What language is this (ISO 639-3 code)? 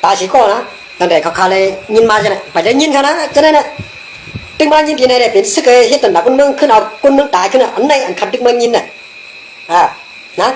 shn